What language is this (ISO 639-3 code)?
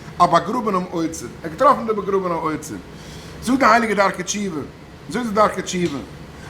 yid